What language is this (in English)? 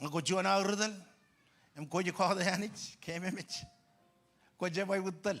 Marshallese